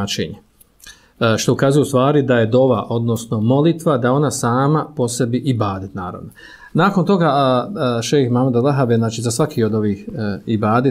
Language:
Bosnian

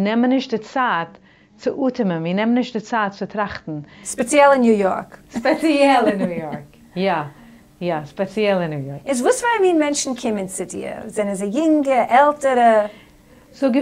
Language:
Yiddish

